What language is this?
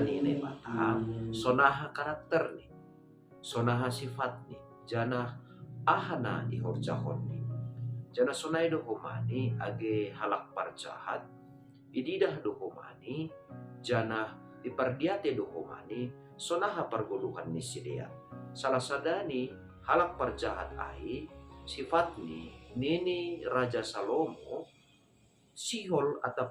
Batak Simalungun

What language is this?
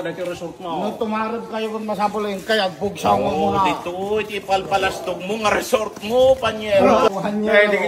Iloko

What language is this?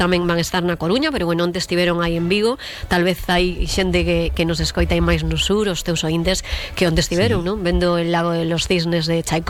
Galician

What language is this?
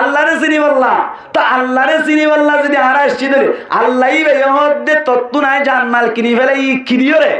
Rohingya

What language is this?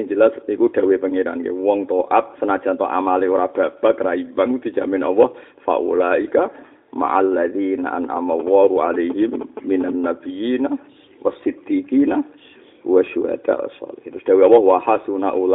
Javanese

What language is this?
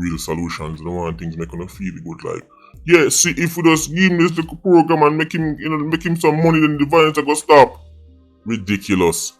Jamaican Creole English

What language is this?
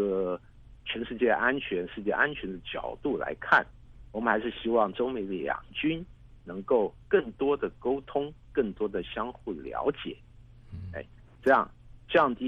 Chinese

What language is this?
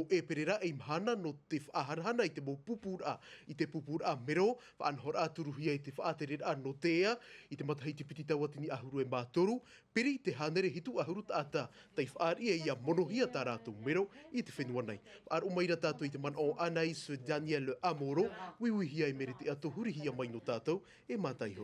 Tahitian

